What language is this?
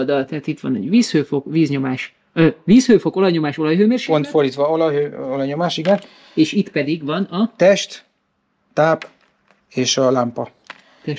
Hungarian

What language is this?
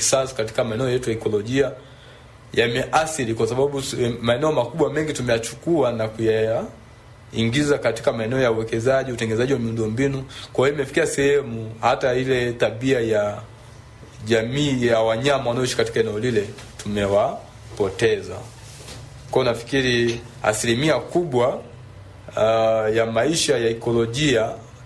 Swahili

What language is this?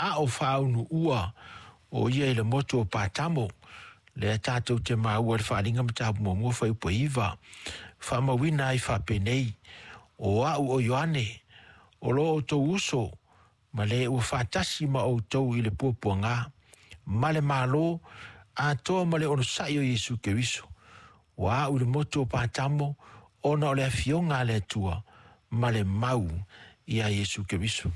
Samoan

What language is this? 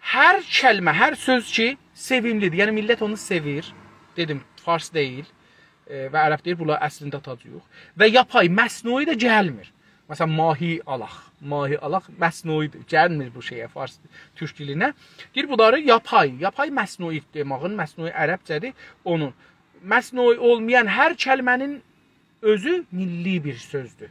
South Azerbaijani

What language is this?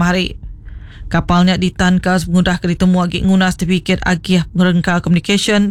Iban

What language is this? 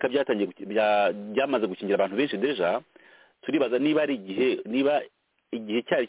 Kinyarwanda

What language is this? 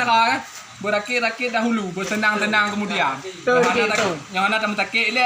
Achinese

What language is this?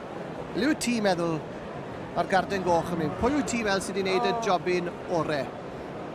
Welsh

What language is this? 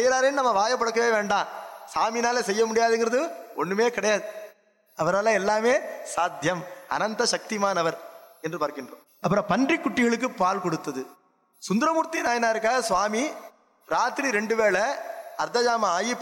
Tamil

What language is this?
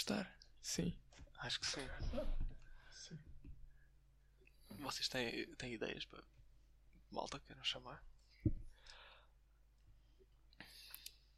Portuguese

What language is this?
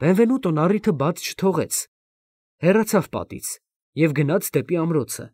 Armenian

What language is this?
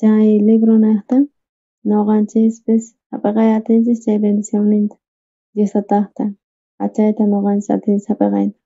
South Bolivian Quechua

